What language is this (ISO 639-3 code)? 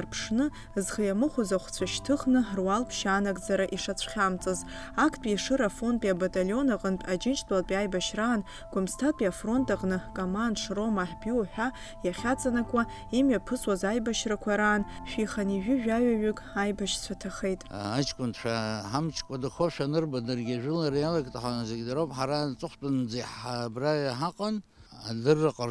abk